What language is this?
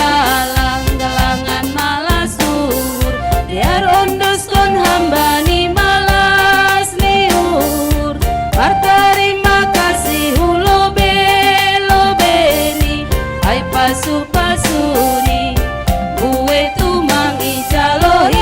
Batak Simalungun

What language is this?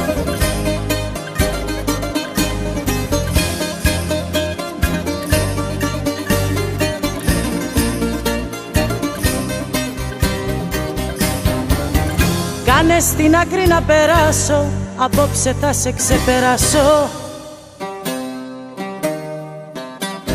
Greek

